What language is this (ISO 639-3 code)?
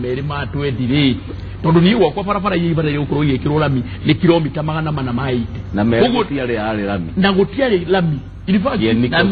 kik